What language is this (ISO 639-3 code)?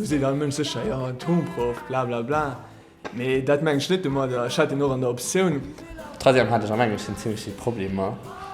ltz